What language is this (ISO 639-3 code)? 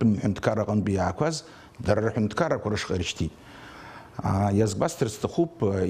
abk